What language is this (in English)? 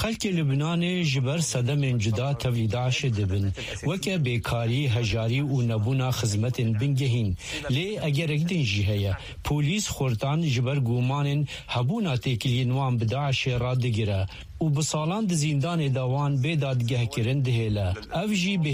Kurdish